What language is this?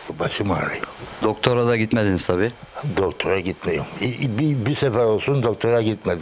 Turkish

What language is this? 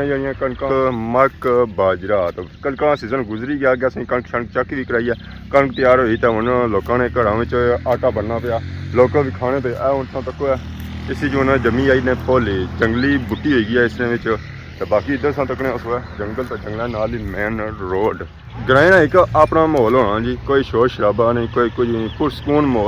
Pahari-Potwari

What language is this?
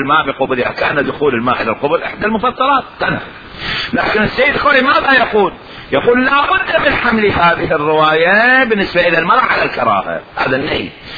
Mesopotamian Arabic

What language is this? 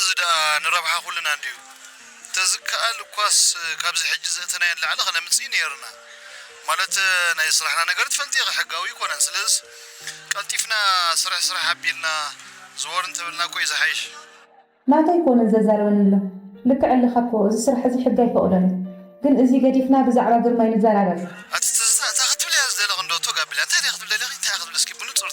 Tigrinya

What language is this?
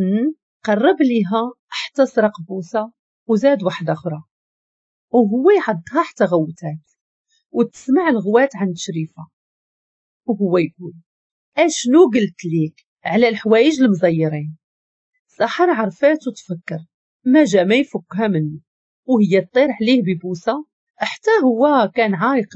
Moroccan Arabic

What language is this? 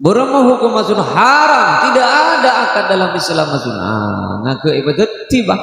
Madurese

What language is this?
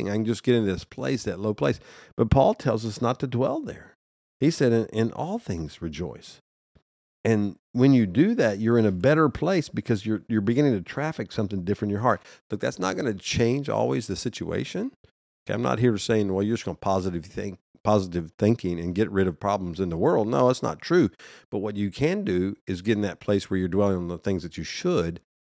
English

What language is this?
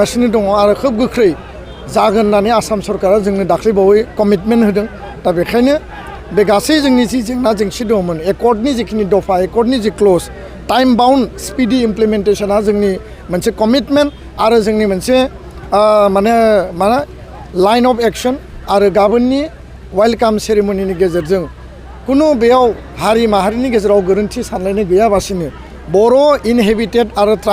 Bodo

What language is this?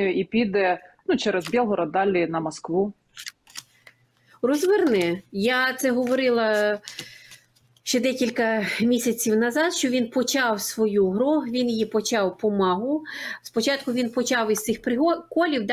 Ukrainian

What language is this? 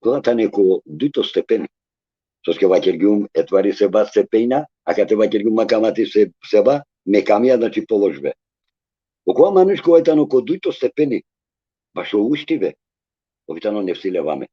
Balkan Romani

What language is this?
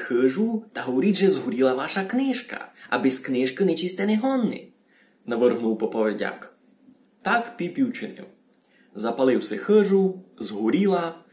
Rusyn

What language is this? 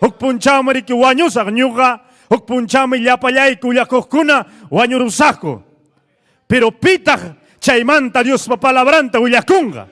Ayacucho Quechua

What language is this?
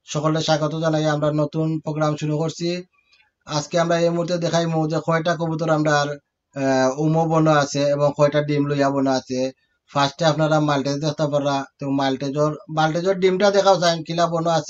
Sylheti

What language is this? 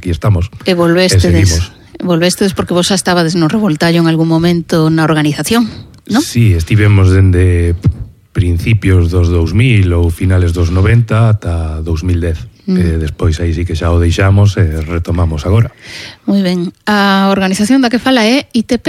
Galician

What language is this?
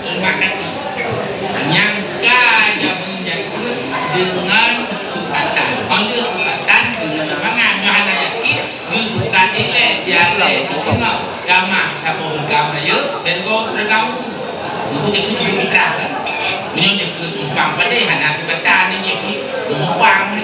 Achinese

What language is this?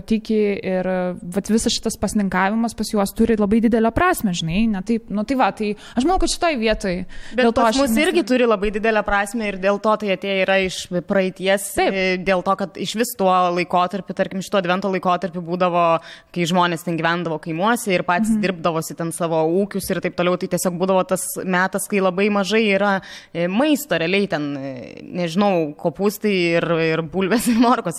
Lithuanian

